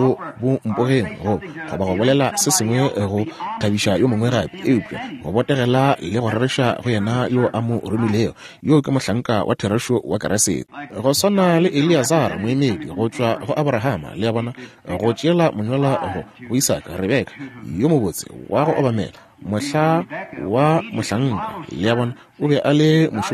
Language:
Northern Sotho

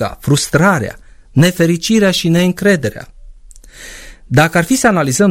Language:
Romanian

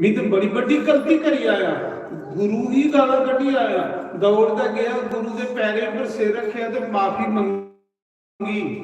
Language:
Dogri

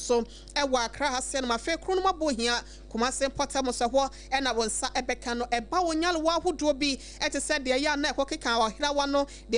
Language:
Akan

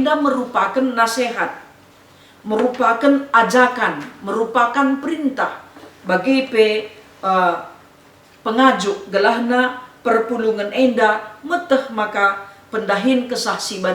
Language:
Batak Karo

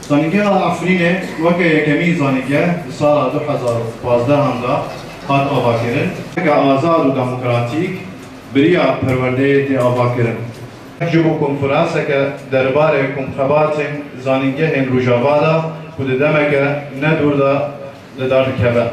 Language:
Kurdish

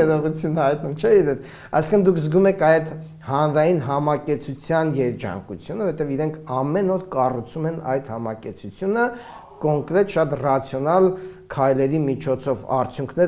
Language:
Armenian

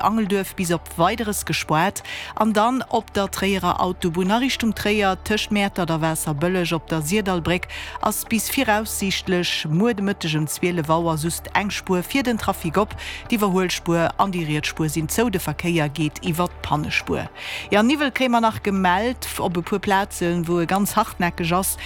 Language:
Luxembourgish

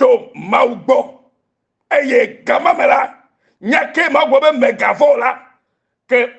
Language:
Ewe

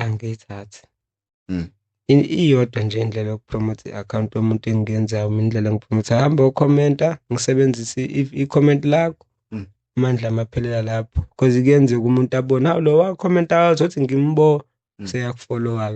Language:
Zulu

